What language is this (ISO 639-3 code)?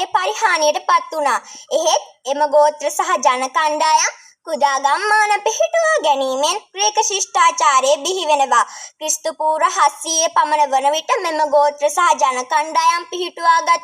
sin